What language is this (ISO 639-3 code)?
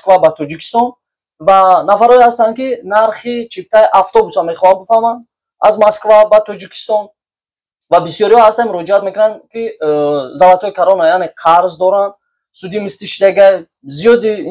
tgk